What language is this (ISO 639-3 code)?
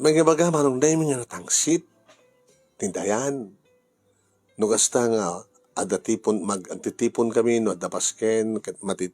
ilo